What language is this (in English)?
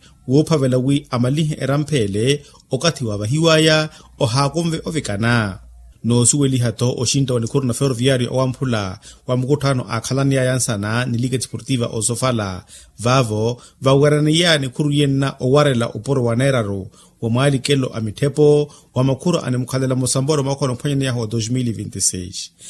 Makhuwa